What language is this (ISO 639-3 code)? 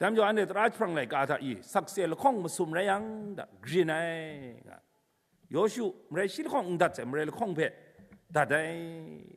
kac